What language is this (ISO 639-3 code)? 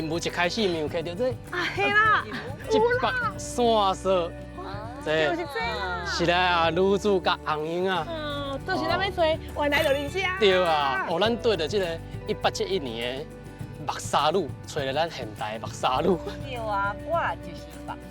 nan